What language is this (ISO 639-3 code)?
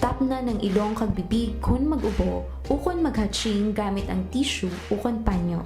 hil